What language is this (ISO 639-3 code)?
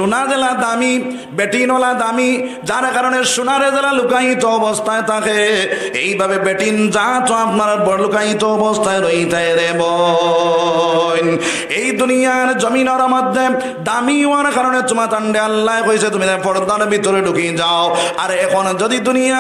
syl